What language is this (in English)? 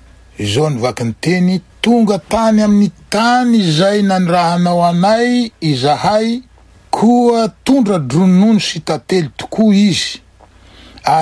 Malagasy